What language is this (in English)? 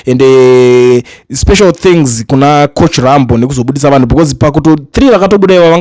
Shona